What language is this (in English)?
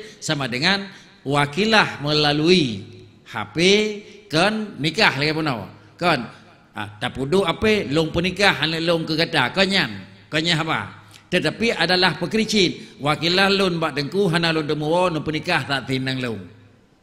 Achinese